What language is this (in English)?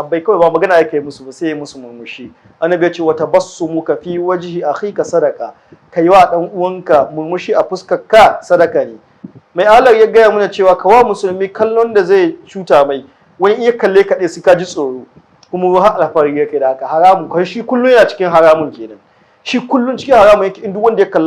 Hausa